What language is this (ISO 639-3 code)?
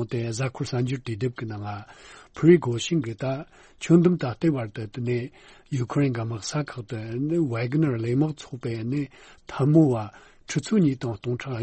bod